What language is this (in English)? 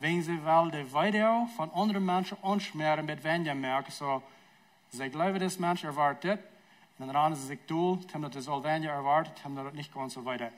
Plautdietsch